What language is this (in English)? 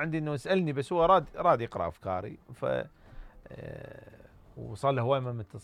Mesopotamian Arabic